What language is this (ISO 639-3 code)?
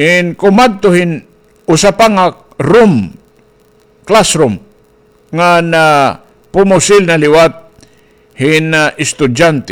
war